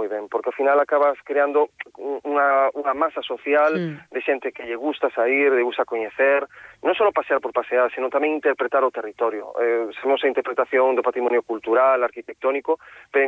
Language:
Galician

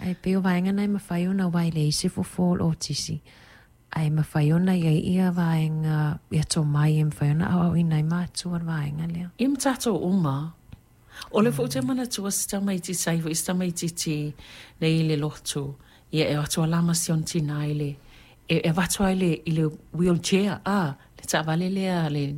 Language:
Samoan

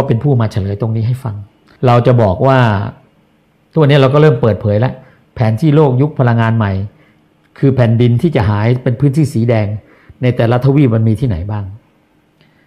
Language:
Thai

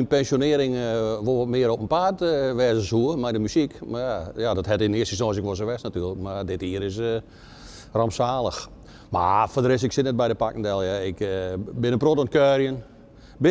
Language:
Western Frisian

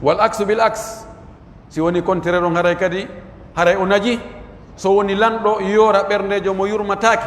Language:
Pular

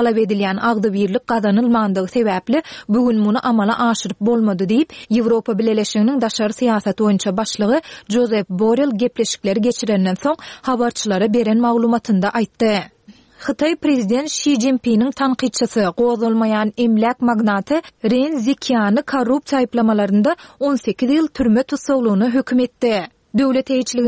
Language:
Turkmen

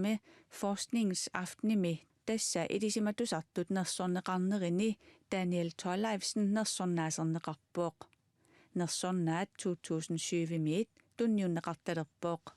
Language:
Kalaallisut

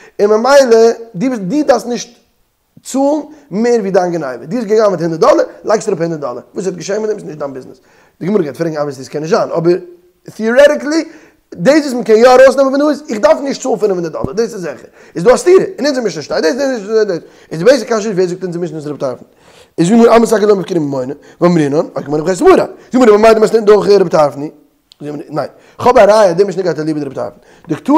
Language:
Yiddish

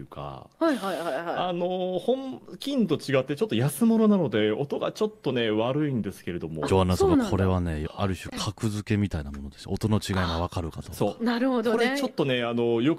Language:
Japanese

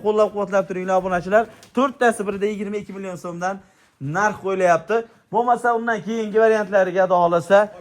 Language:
Uzbek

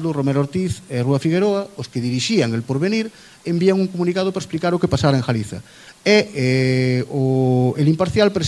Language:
Galician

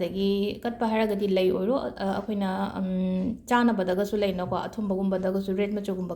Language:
Manipuri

